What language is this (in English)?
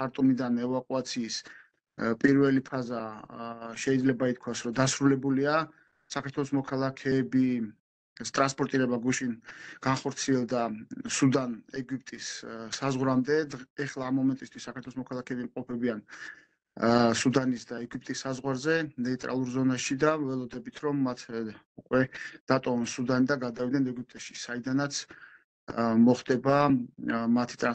Georgian